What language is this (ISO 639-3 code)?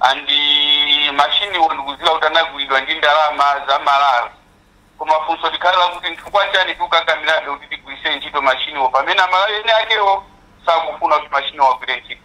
nya